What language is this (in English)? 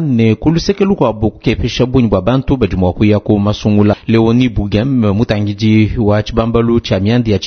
Luba-Lulua